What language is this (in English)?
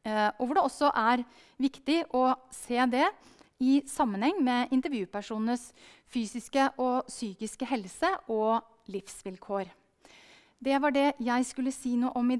Norwegian